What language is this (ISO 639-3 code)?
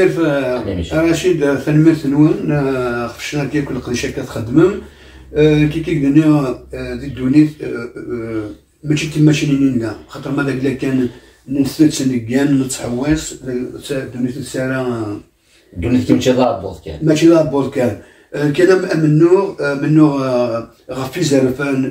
kab